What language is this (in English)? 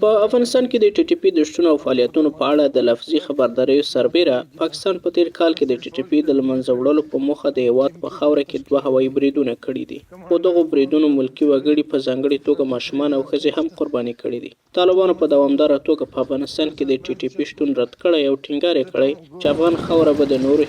Pashto